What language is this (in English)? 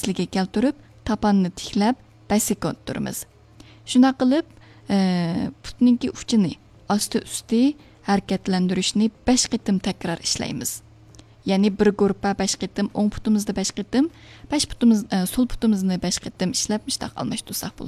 Uyghur